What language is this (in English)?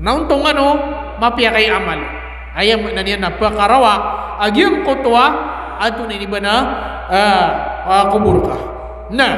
Maranao